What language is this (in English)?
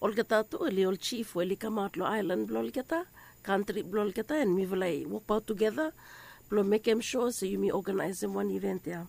Bislama